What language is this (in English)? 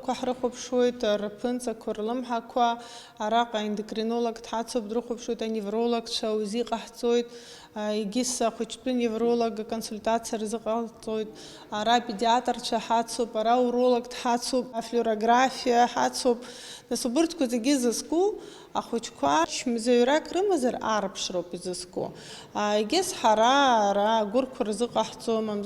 Abkhazian